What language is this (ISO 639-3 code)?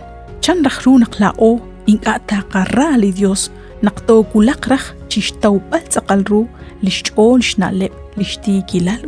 kek